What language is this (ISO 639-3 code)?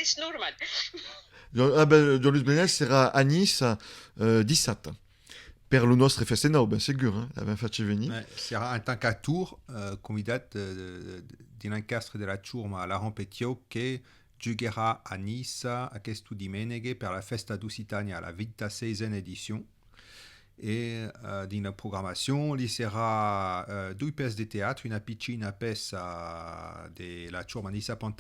oci